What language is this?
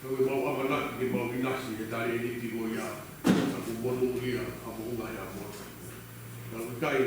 Tongan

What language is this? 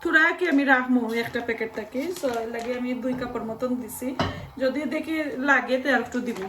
Sylheti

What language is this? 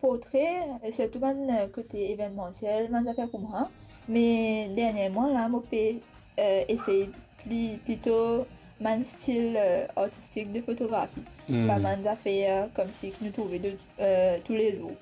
Morisyen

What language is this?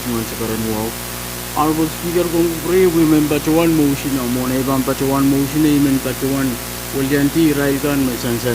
Pohnpeian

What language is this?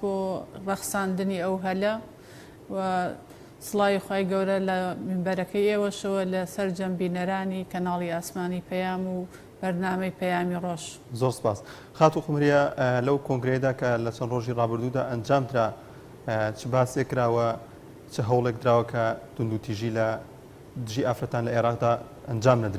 Central Kurdish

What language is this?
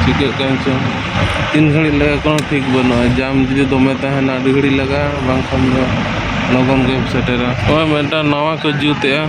Santali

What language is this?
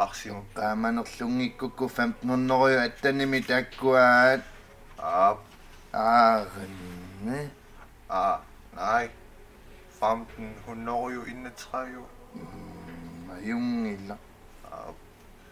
Kalaallisut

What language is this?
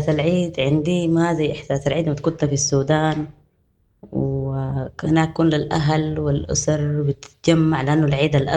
Sudanese Arabic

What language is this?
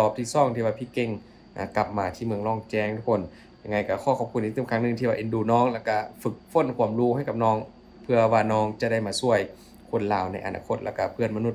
Lao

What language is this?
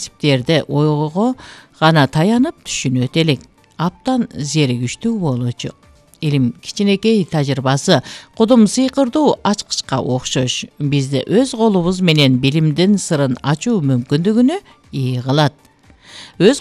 Kyrgyz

